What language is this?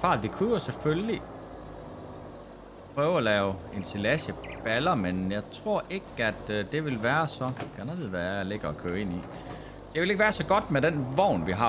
Danish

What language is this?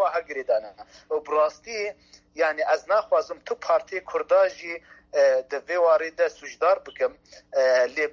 Kurdish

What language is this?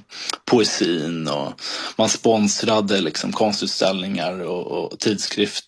Swedish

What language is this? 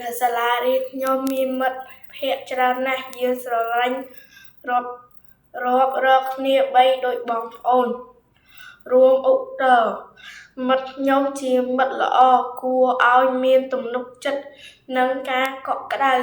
Khmer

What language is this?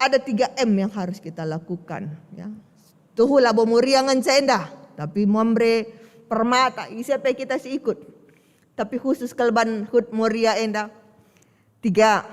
Batak Karo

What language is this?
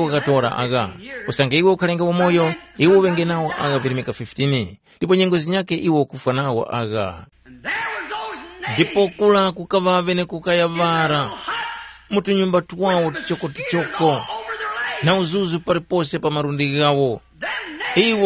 Tumbuka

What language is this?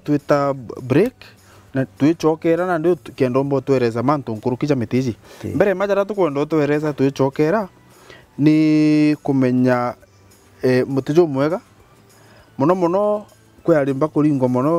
Meru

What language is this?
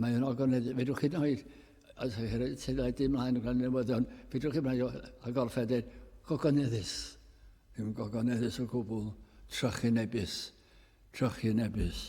Welsh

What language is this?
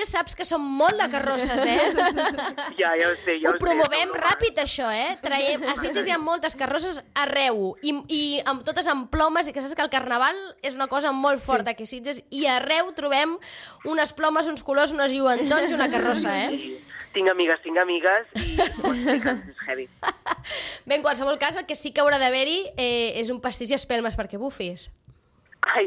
Catalan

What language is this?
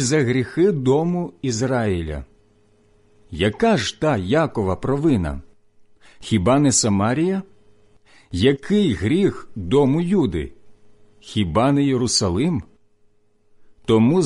Ukrainian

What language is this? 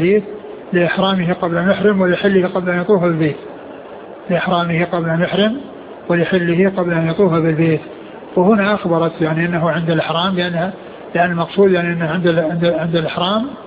Arabic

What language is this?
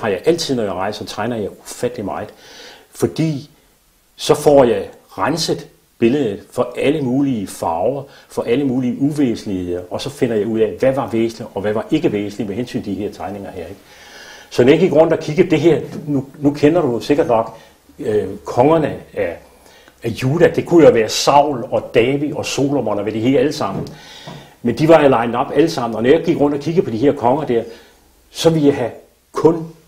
Danish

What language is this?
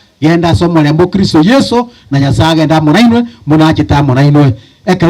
Gusii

